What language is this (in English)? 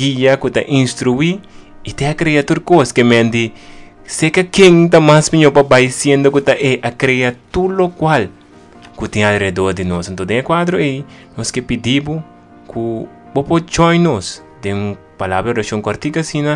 Papiamento